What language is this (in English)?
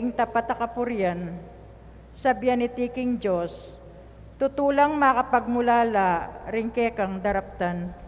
Pampanga